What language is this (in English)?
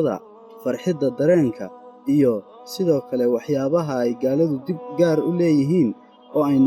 Somali